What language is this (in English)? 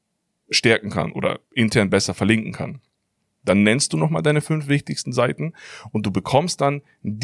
German